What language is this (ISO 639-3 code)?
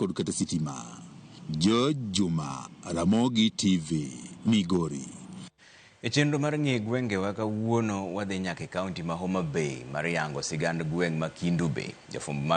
luo